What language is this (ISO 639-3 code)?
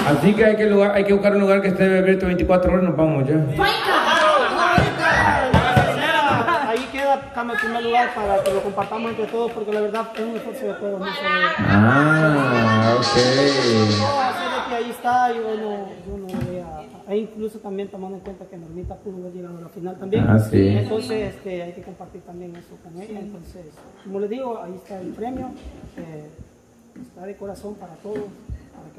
spa